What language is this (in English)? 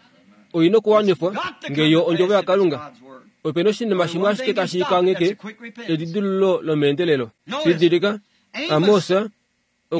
Kuanyama